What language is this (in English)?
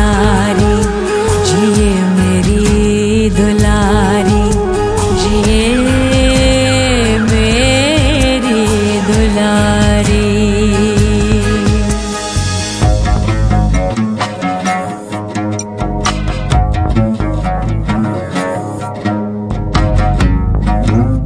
Hindi